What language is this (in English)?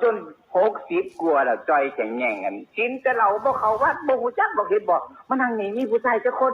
Northeastern Thai